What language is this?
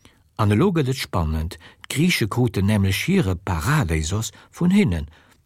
Luxembourgish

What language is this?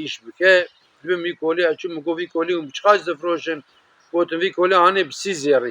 Kurdish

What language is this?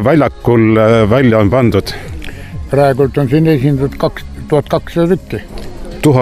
Estonian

